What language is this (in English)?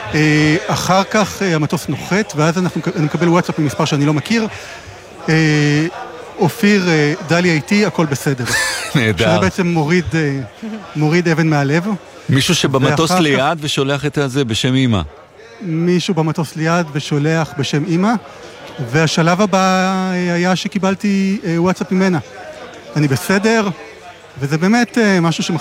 Hebrew